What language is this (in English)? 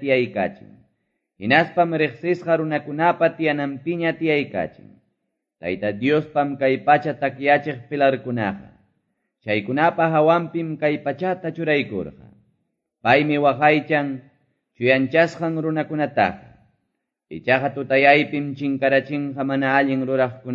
Quechua